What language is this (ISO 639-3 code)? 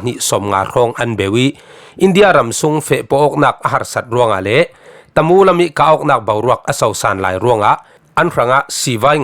cfm